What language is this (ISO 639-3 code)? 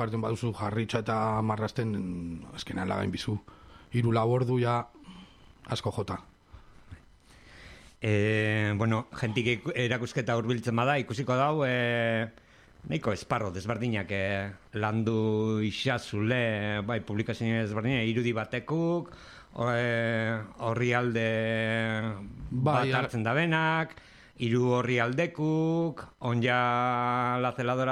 eus